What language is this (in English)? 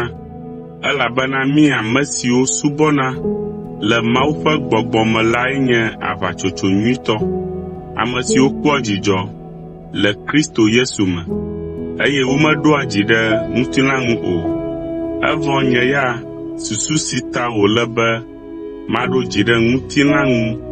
Ewe